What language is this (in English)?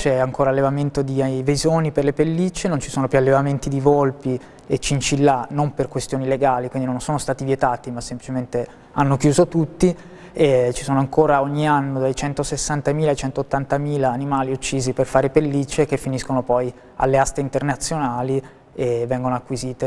Italian